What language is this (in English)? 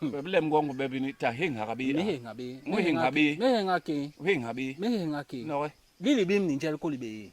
Basaa